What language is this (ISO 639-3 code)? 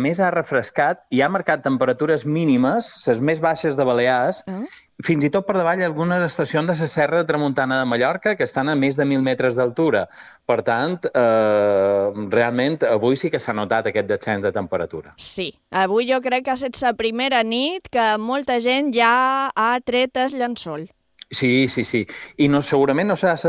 cat